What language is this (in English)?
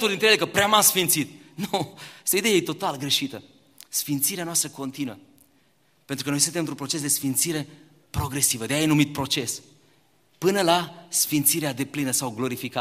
Romanian